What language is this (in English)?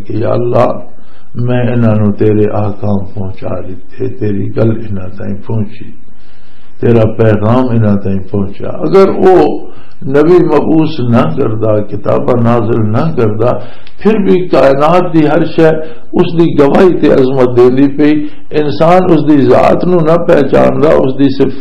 Western Panjabi